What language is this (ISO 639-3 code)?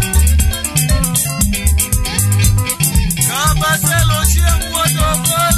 luo